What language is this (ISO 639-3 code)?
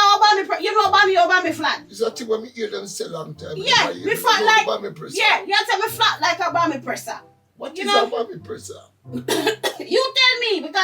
jam